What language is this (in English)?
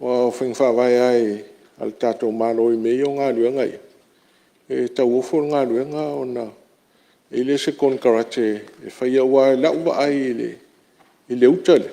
Samoan